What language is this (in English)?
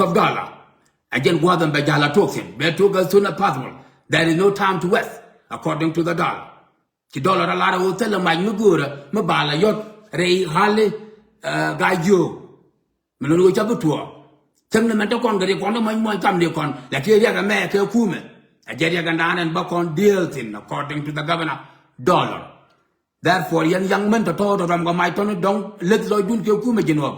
Nuer